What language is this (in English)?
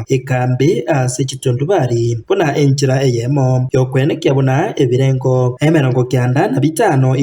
Gusii